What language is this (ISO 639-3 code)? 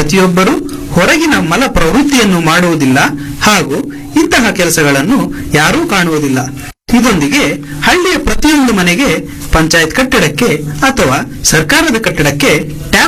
kan